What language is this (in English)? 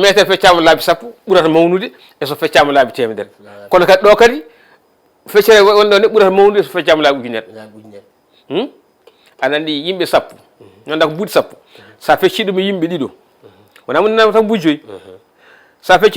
Fula